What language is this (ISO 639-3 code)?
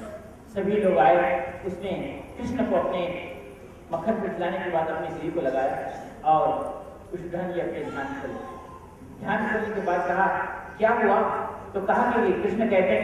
hin